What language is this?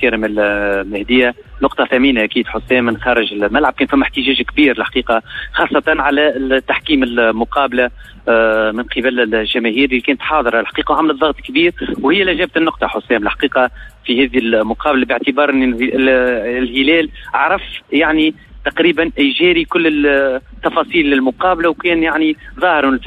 Tunisian Arabic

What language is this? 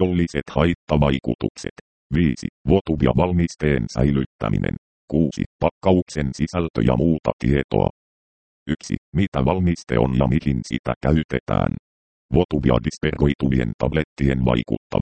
Finnish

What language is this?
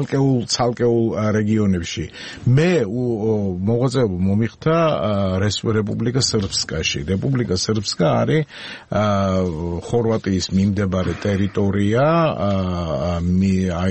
Georgian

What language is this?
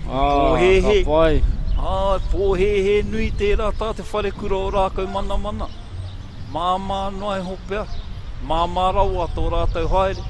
Māori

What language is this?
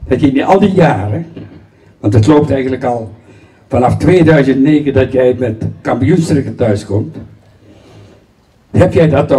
Dutch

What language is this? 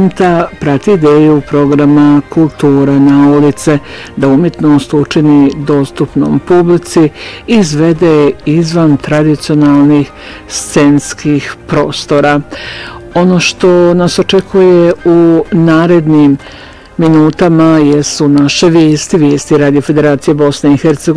Bosnian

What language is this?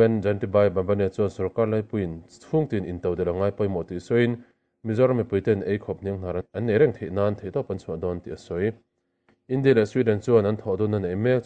Mizo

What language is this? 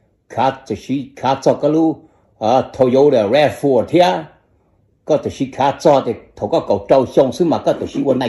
Hmong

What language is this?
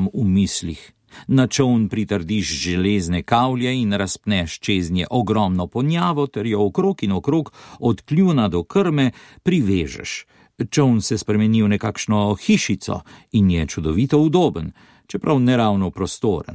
Slovenian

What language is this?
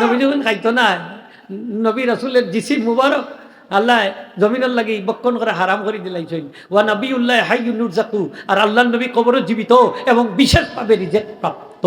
Sylheti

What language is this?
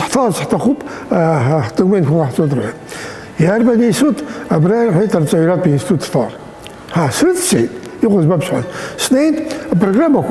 Abkhazian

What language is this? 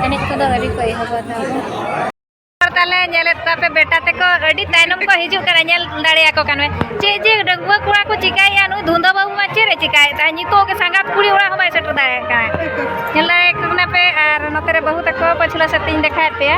Santali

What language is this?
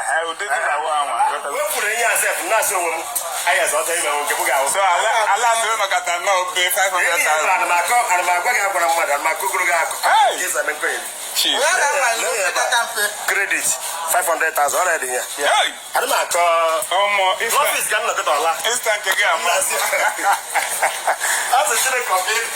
Igbo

